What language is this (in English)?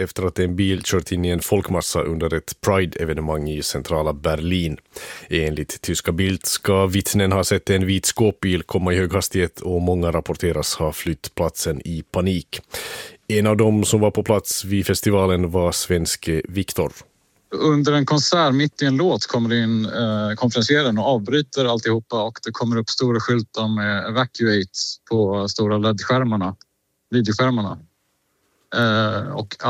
Swedish